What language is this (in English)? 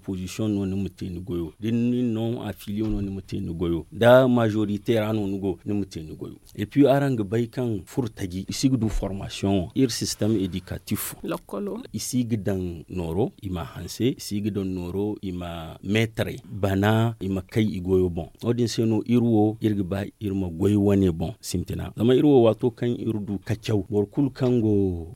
Zarma